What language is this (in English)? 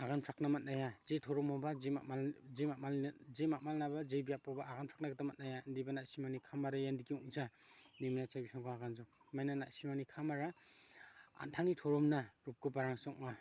Garo